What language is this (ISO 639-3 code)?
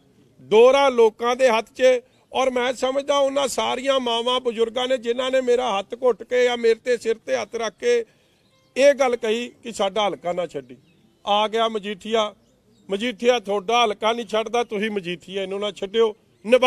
pan